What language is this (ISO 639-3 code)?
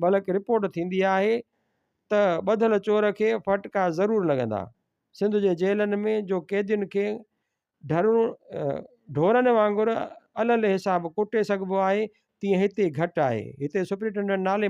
snd